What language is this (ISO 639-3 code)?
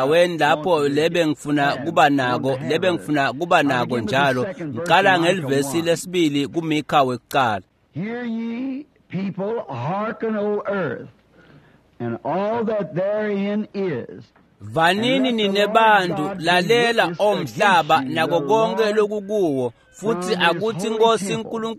ssw